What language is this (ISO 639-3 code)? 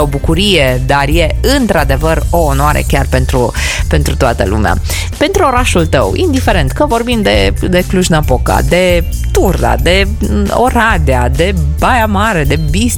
ron